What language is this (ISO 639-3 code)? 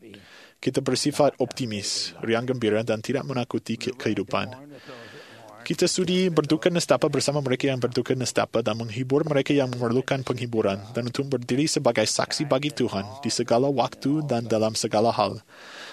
msa